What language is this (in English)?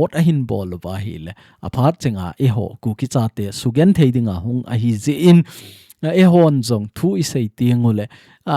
Thado Chin